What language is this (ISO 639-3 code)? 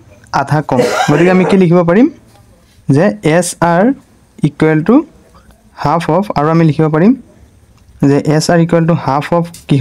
asm